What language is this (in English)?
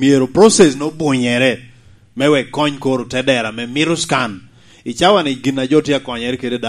Lango (Uganda)